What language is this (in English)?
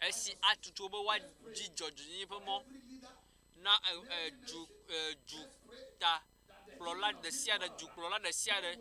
Ewe